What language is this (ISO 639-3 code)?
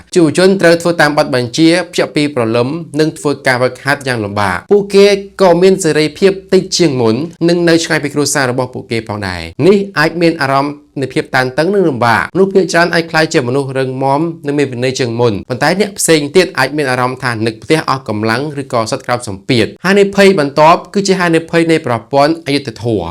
khm